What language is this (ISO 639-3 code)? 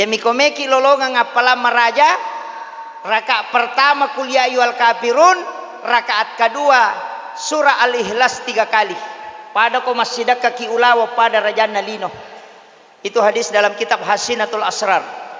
bug